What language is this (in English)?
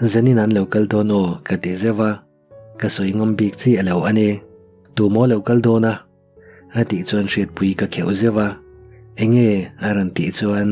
Mizo